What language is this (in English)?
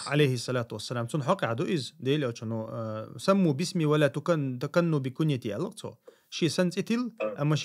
Chechen